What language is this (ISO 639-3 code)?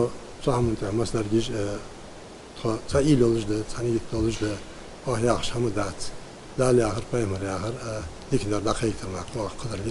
inh